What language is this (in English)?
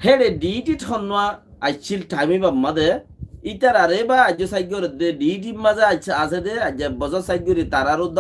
Rohingya